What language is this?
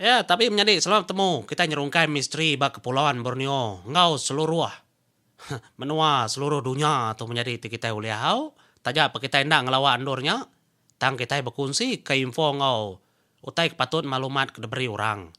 Iban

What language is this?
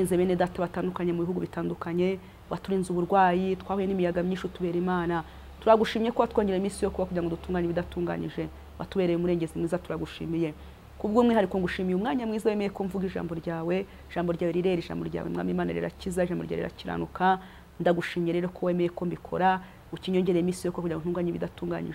Kinyarwanda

